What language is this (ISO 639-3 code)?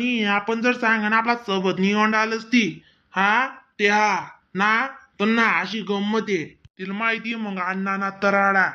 khn